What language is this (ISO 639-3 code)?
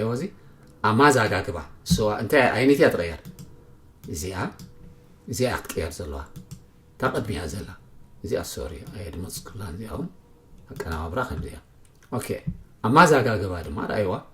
tir